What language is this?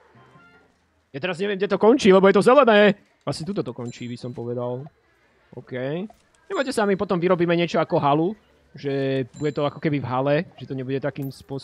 Slovak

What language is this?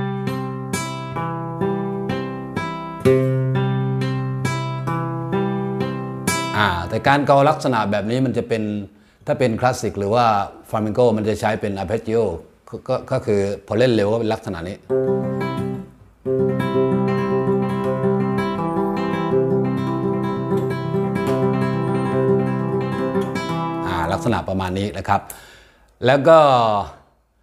Thai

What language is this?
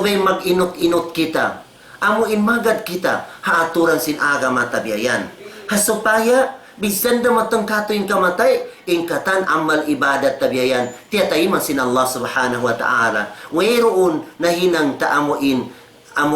Tausug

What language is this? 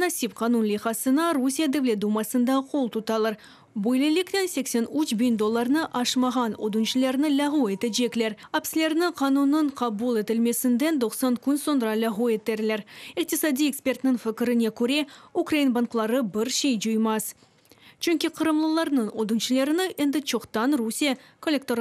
Crimean Tatar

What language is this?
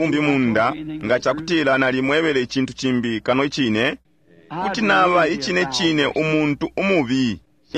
Bemba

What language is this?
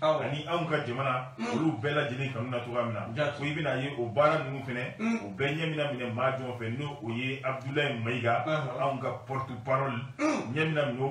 Bambara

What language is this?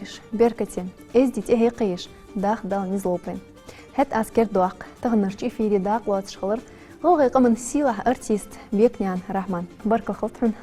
Ingush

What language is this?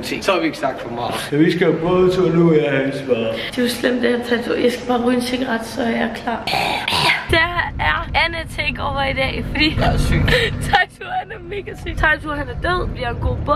Danish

